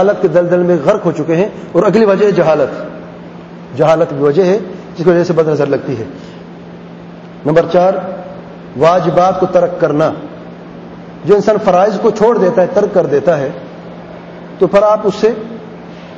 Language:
Urdu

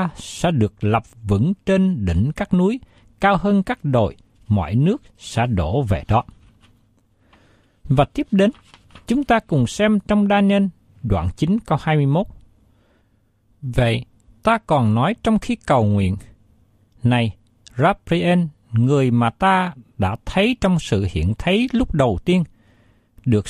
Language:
Vietnamese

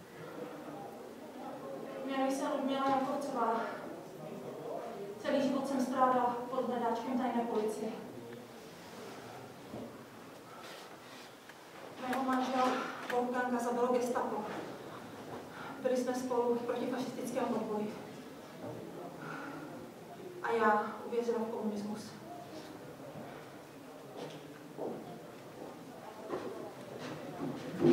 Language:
Czech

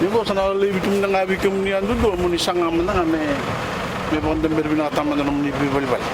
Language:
Fijian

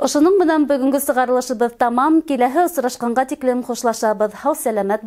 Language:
Bashkir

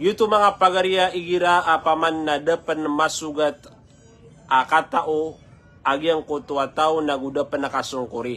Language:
Maranao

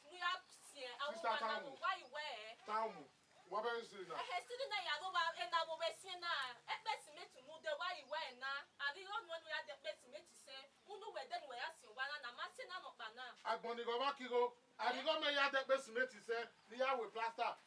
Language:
Bini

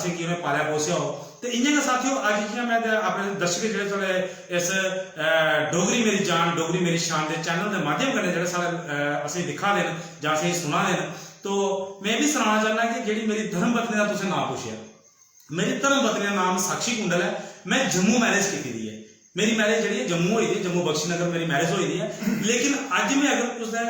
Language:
Dogri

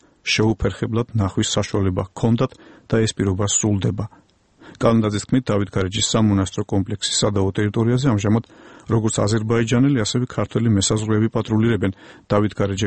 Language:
Georgian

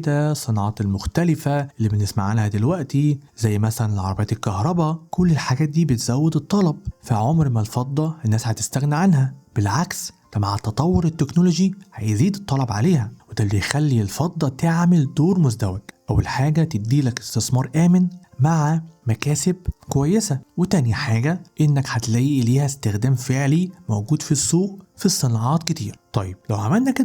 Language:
Egyptian Arabic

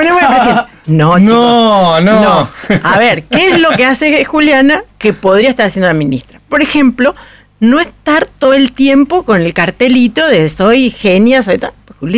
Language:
Spanish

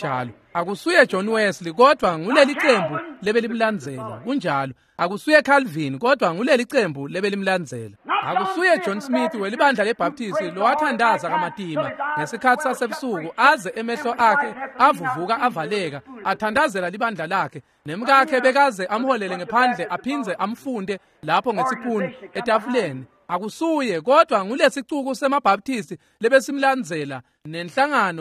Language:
Swati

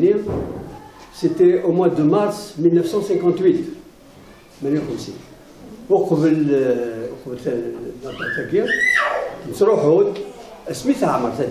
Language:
Kabyle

